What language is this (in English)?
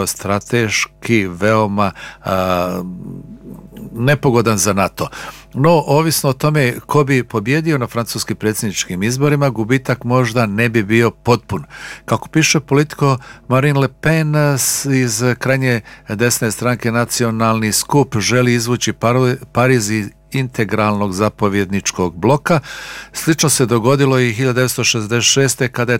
Bosnian